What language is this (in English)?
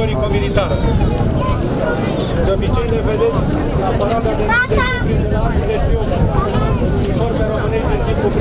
Romanian